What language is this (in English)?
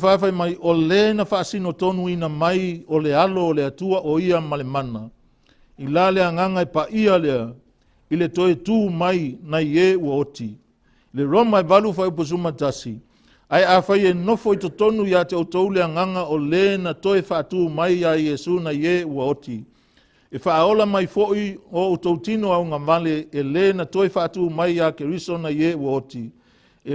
Samoan